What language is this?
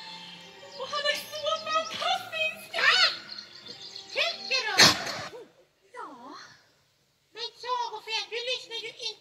Swedish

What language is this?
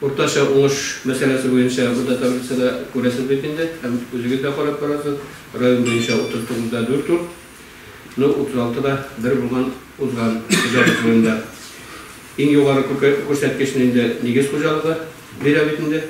Tatar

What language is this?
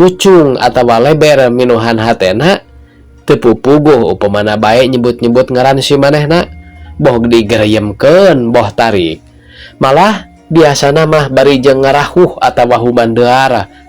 Sundanese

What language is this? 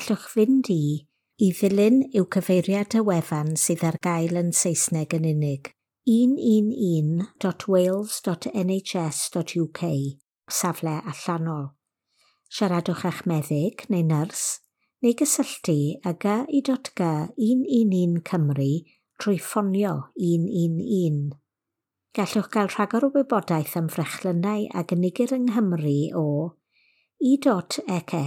Welsh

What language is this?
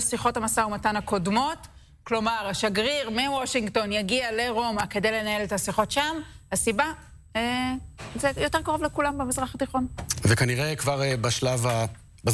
Hebrew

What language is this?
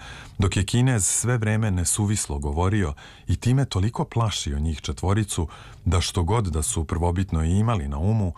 Serbian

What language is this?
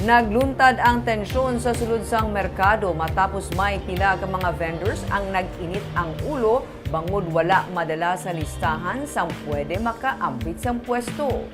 Hiligaynon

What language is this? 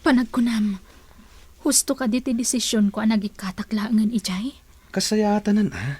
Iloko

